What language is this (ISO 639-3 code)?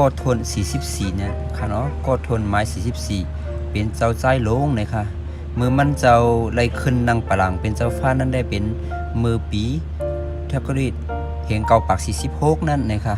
shn